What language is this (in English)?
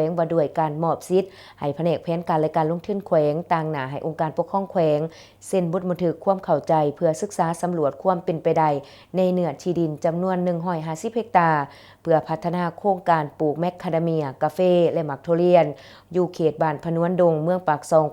Lao